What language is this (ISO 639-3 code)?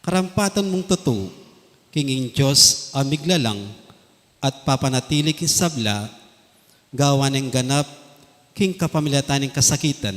pam